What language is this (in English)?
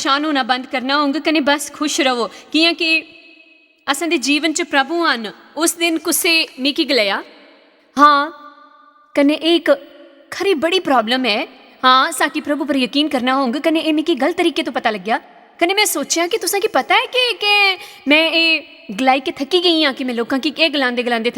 Dogri